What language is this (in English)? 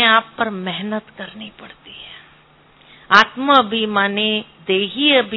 Hindi